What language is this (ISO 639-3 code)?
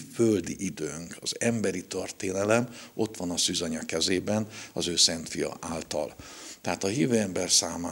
hun